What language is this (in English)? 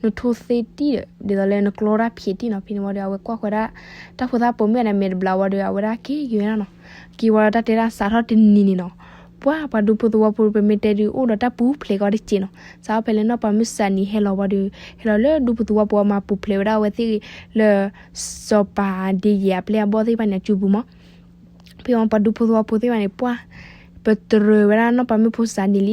S'gaw Karen